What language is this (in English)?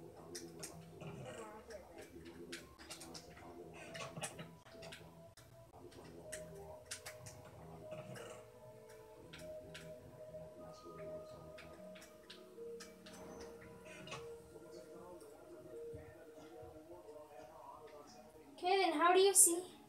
English